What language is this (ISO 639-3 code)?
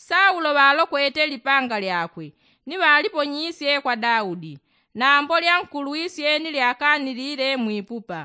yao